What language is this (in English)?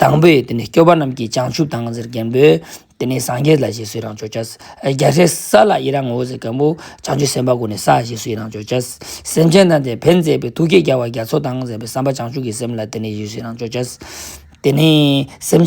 Ladakhi